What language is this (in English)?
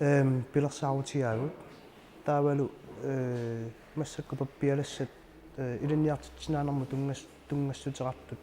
Kalaallisut